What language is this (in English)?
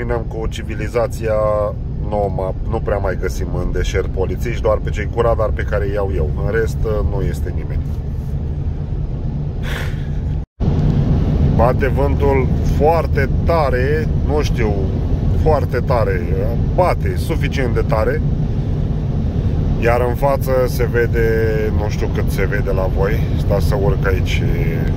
Romanian